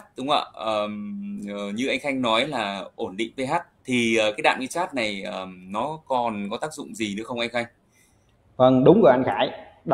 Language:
Vietnamese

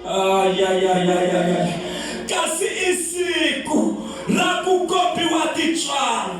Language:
Tsonga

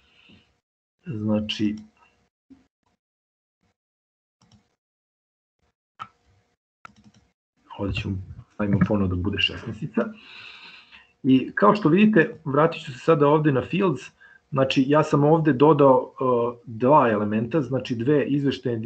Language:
Serbian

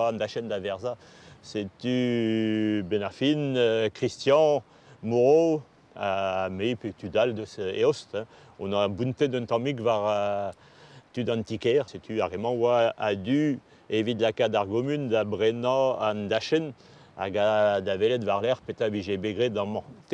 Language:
Breton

